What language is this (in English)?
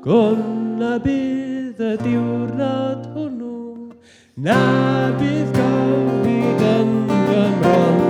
Welsh